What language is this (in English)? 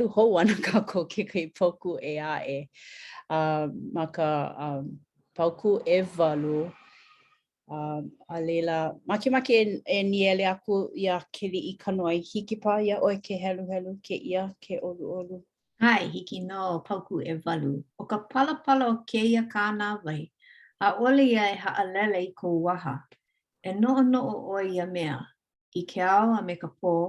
Hawaiian